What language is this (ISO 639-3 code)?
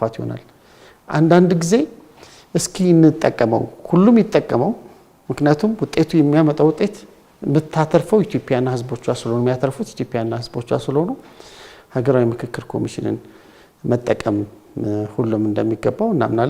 amh